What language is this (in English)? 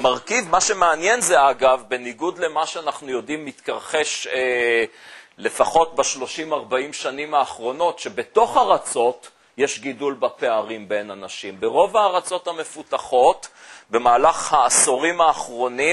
Hebrew